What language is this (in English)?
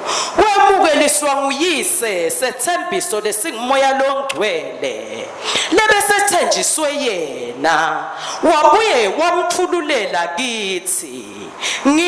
Swati